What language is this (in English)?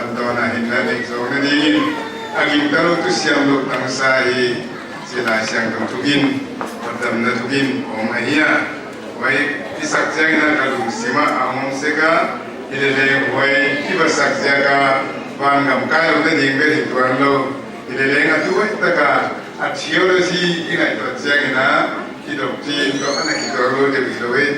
Paite Chin